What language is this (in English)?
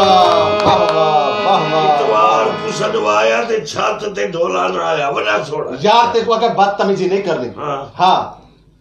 Saraiki